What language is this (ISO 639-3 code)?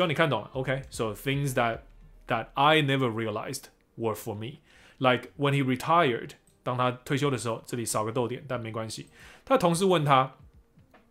zho